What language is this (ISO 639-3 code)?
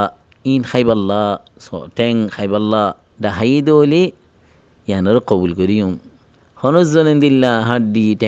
rhg